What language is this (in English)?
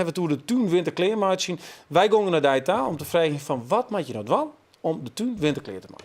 Western Frisian